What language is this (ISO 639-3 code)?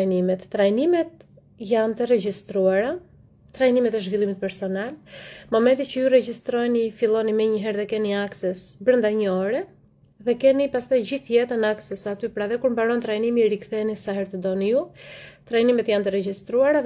sqi